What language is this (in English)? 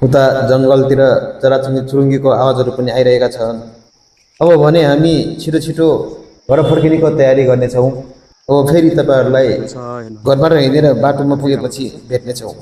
Nepali